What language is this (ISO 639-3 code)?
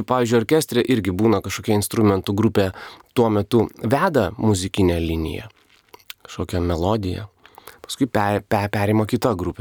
lit